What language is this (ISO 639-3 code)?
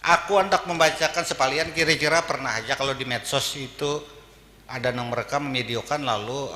bjn